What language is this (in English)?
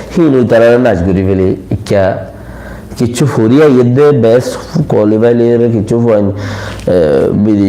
Rohingya